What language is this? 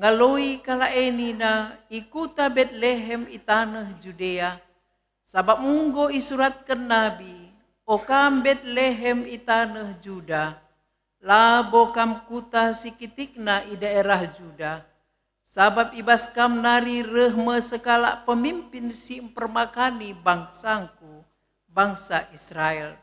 Batak Karo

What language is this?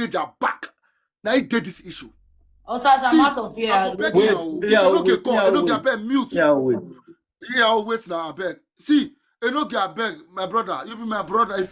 Nigerian Pidgin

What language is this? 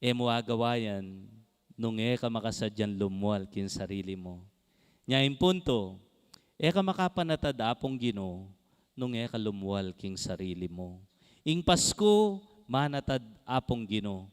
Pampanga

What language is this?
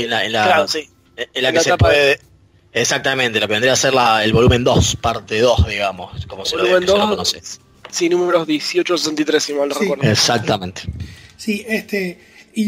Spanish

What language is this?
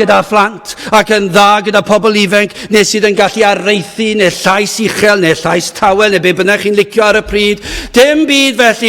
Welsh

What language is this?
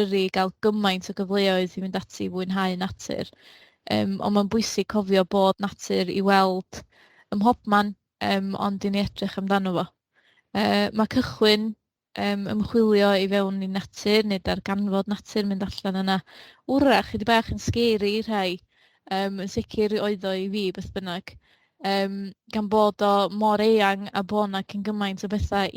Welsh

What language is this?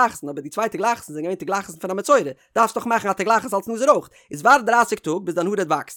Yiddish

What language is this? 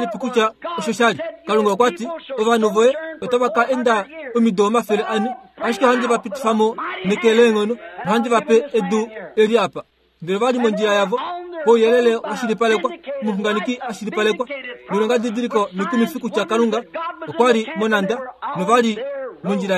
Kuanyama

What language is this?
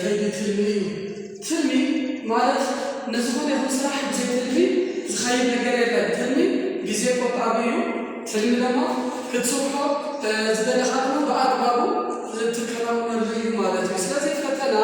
Tigrinya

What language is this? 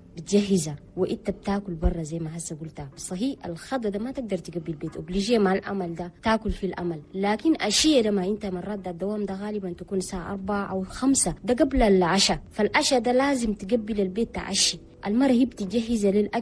Chadian Arabic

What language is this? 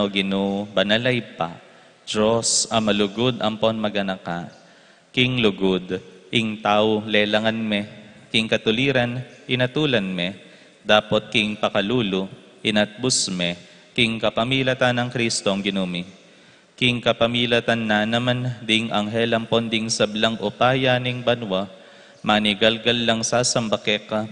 Pampanga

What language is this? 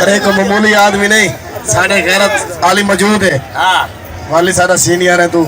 Saraiki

